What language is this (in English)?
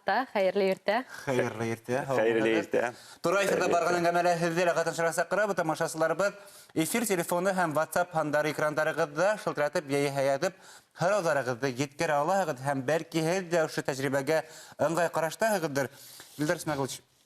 Bashkir